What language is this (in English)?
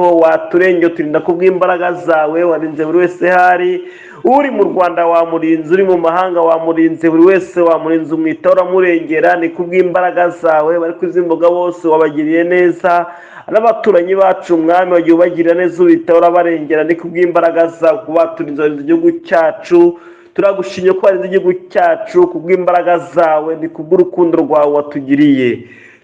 Kinyarwanda